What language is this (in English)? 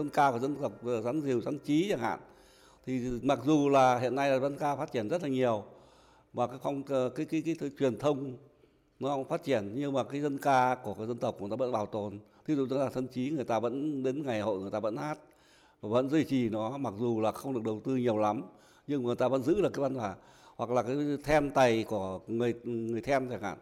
Vietnamese